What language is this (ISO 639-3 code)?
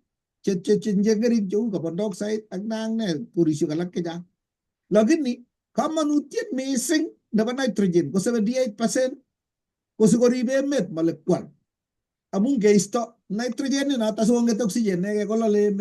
kln